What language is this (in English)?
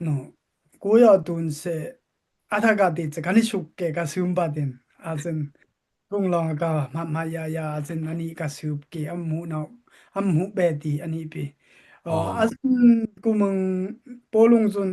Dimasa